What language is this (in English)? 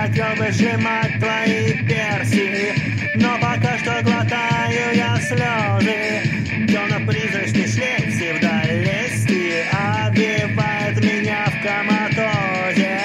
Russian